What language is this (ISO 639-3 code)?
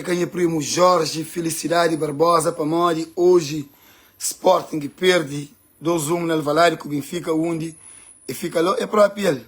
kea